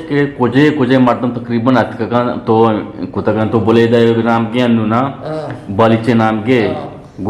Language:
Eastern Balochi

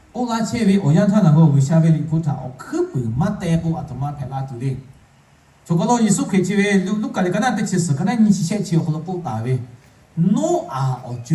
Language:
Lahu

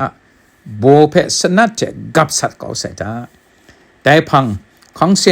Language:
Kachin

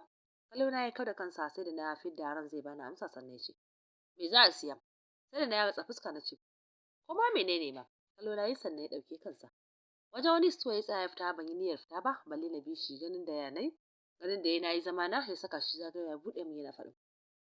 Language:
Hausa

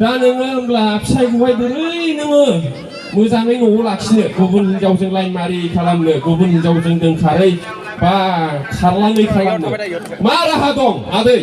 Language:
Bodo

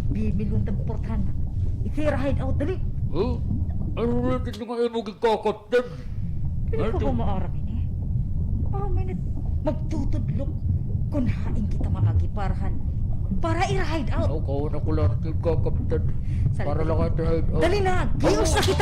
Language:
Waray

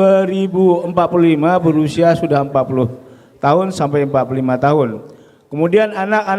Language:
Banjar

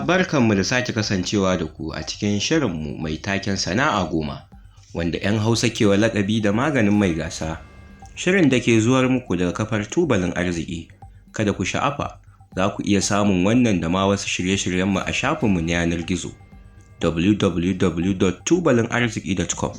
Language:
Hausa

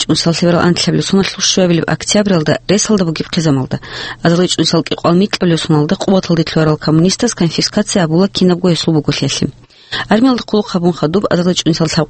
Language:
Avaric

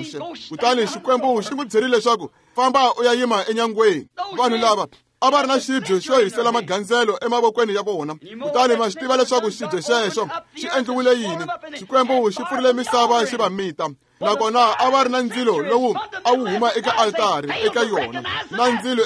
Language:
Tsonga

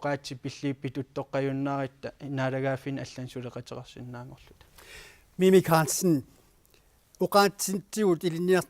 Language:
Kalaallisut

